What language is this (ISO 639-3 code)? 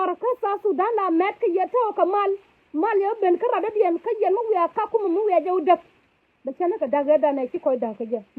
nus